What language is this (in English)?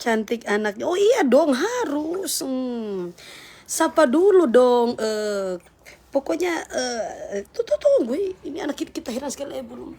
Manado Malay